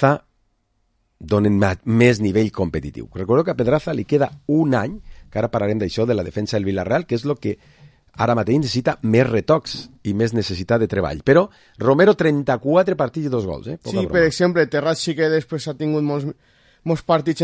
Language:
Catalan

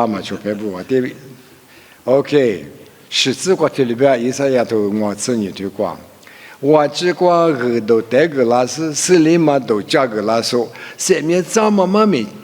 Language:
Lisu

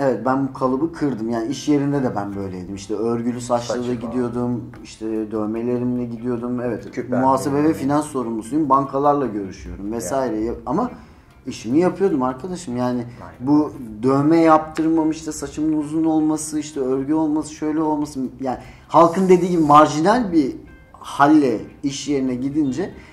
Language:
Turkish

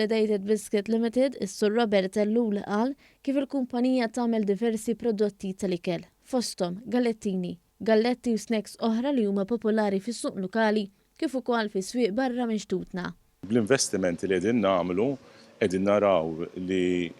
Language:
Maltese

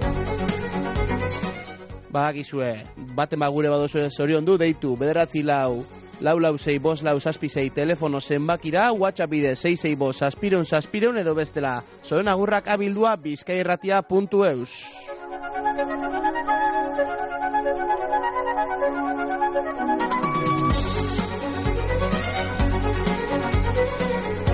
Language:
Basque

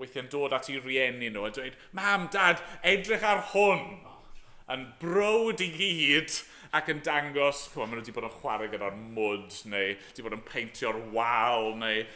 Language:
Welsh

